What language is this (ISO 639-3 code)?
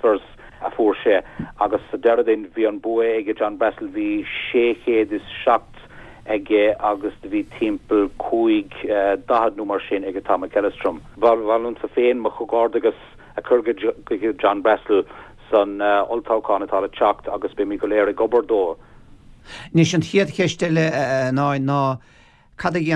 gle